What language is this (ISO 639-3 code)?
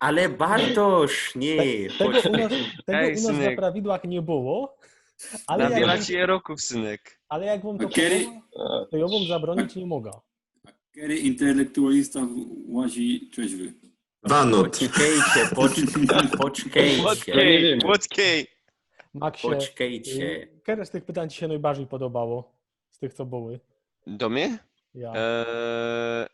szl